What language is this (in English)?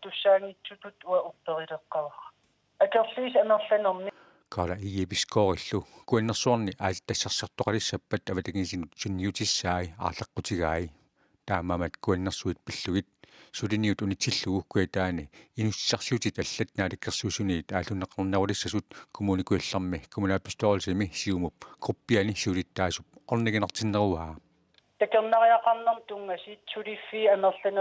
Kalaallisut